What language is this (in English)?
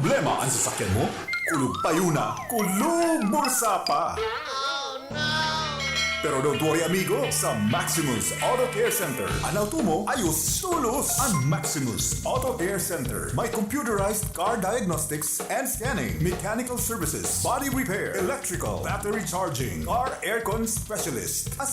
Bikol